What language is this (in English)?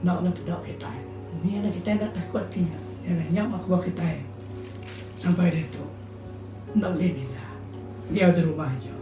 Iban